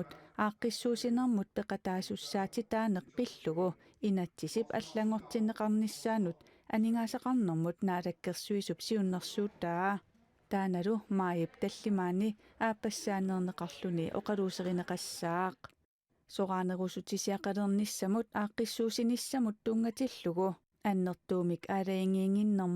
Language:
Kalaallisut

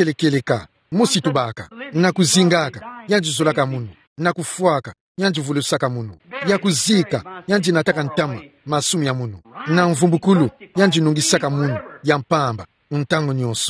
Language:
Kituba (Democratic Republic of Congo)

